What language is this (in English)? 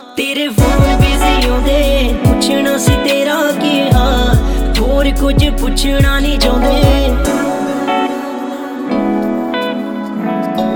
Punjabi